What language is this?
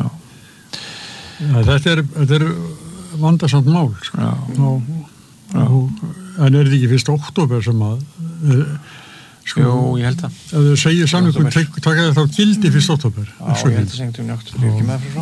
Icelandic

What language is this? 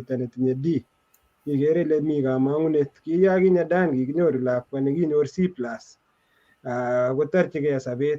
Kalenjin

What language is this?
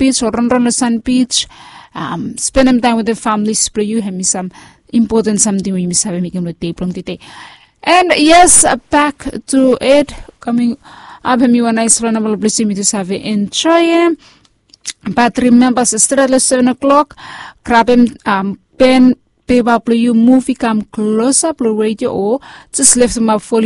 Bislama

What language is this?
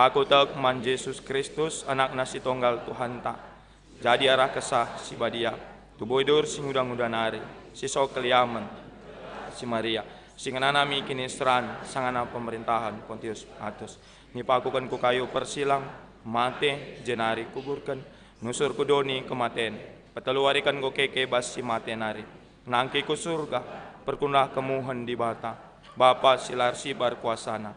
Batak Karo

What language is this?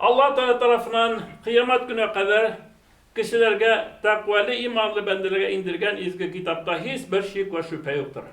Bashkir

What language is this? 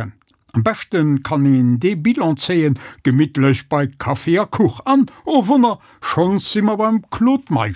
Luxembourgish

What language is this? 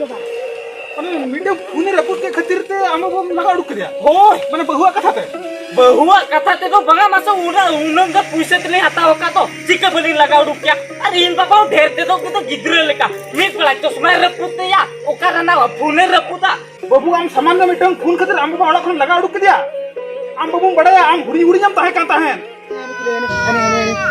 Santali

